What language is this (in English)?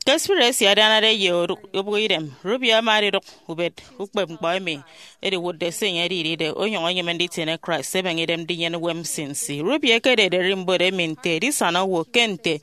Efik